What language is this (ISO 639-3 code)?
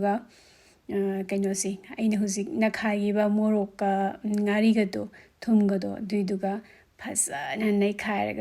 mni